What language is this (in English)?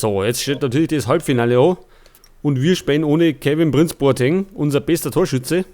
Bavarian